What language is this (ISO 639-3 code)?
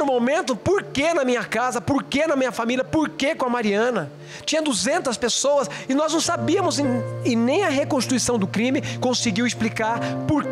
por